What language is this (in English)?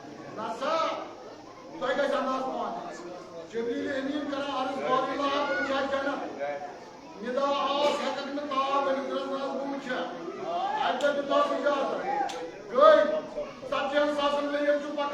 Kashmiri